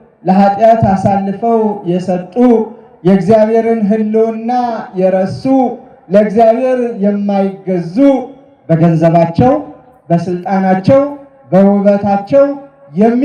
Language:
Amharic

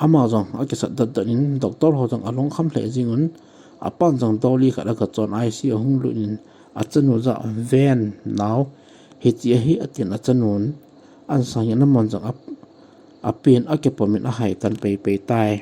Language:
Thado Chin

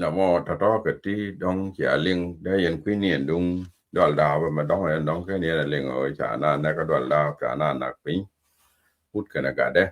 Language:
Nuer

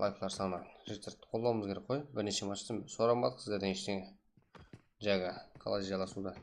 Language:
Kara-Kalpak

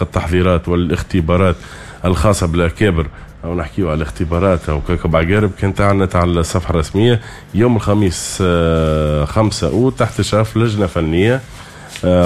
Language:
Tunisian Arabic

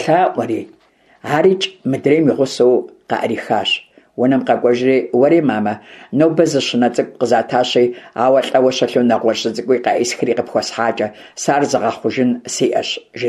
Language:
Kabardian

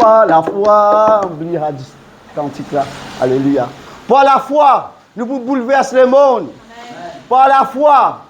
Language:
Morisyen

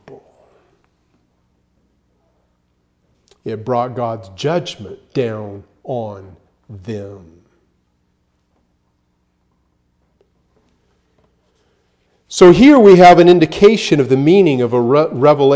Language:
English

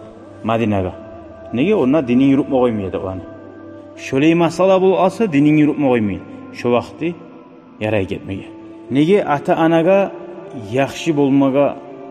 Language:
Kumyk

